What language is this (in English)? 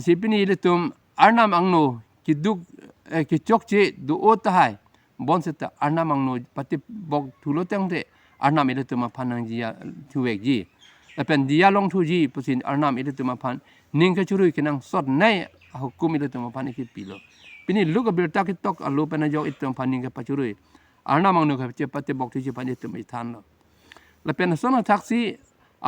Karbi